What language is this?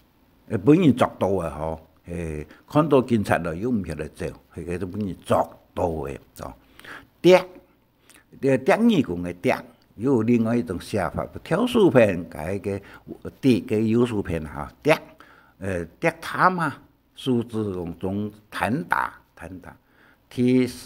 Hakka Chinese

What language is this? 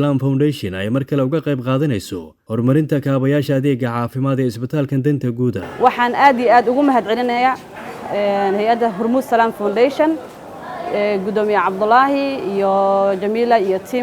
Somali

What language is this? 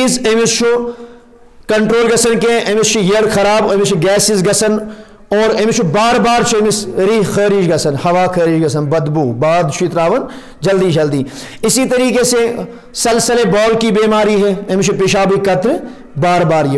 Urdu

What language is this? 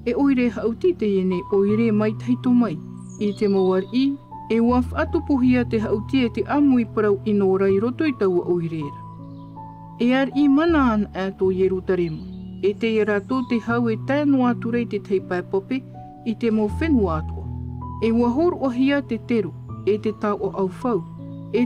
Tahitian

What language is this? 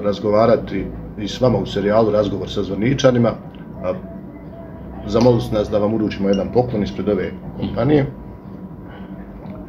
Bosnian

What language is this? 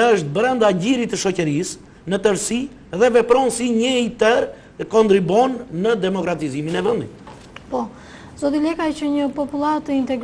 Albanian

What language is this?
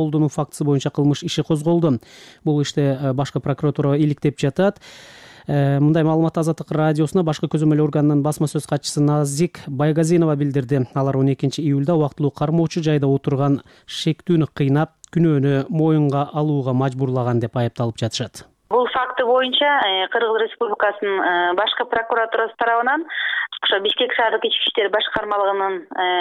Kyrgyz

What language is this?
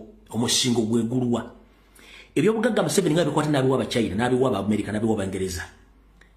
Ganda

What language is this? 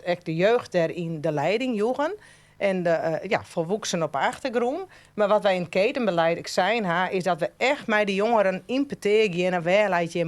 Western Frisian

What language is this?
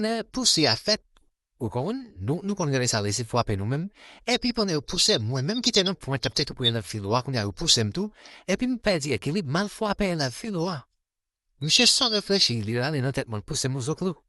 Haitian Creole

